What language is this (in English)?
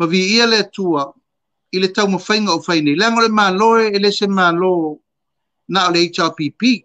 Samoan